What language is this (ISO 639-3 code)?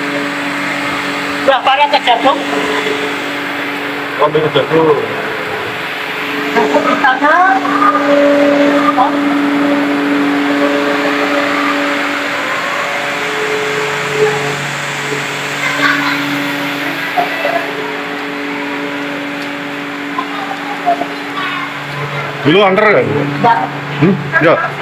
ind